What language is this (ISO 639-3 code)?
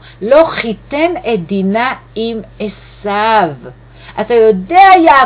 heb